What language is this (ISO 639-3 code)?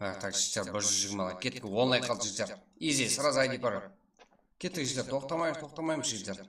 kaa